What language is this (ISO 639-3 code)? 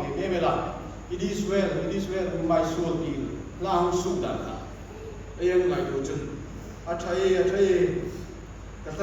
hmr